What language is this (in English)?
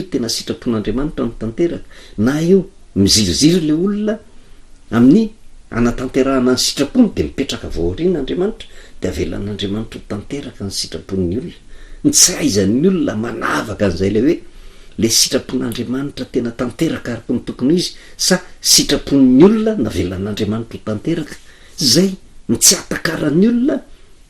Malagasy